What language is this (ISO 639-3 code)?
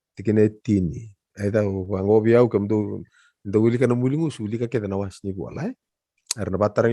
fij